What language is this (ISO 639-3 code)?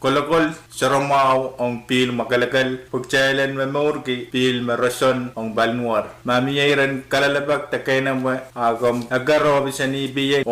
pon